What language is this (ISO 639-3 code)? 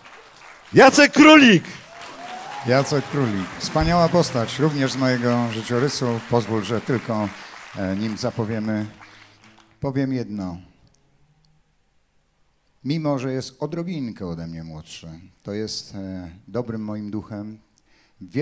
pol